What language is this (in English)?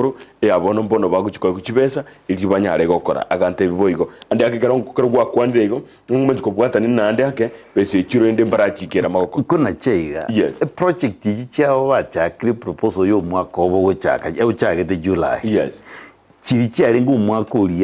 Gusii